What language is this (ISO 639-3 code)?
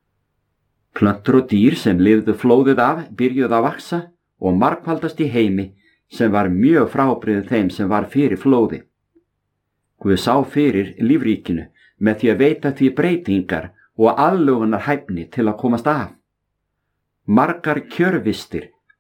isl